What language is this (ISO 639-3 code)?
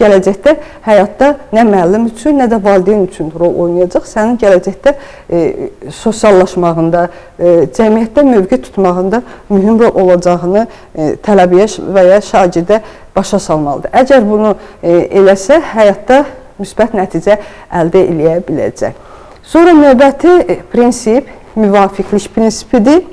aze